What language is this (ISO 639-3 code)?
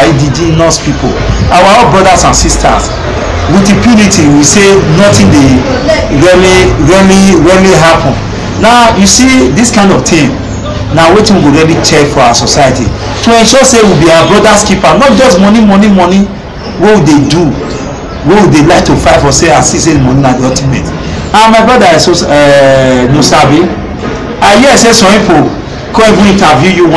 pcm